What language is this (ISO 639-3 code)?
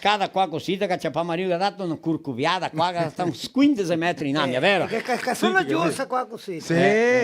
vec